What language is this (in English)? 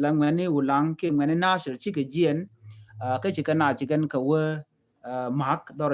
Nuer